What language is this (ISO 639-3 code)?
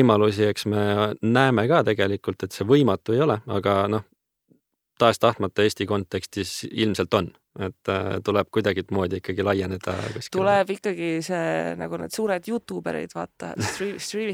est